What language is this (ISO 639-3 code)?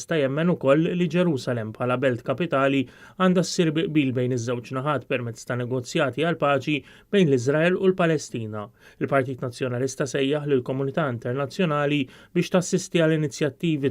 mlt